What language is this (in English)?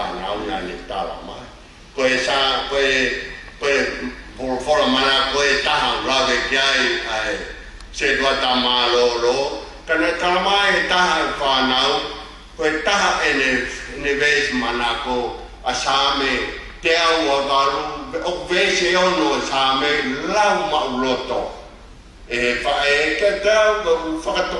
Tongan